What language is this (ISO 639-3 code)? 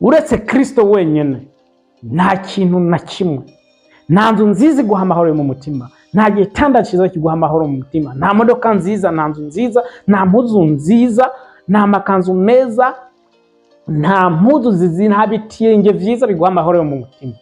run